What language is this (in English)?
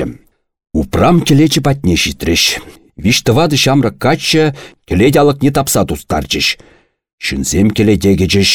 Chuvash